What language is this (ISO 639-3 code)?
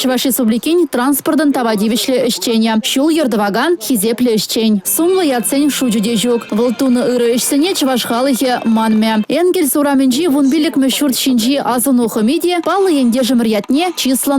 chv